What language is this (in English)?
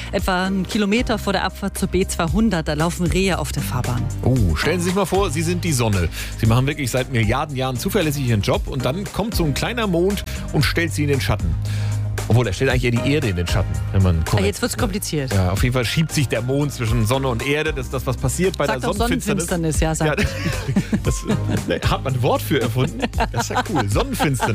German